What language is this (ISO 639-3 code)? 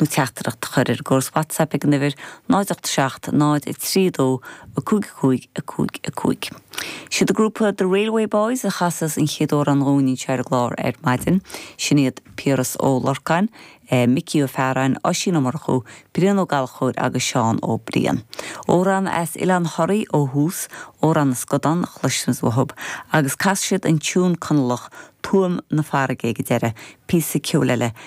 gle